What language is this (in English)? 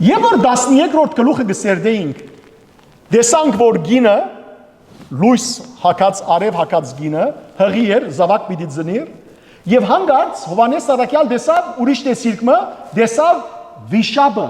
Western Armenian